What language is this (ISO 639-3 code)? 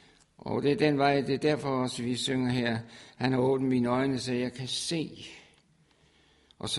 dan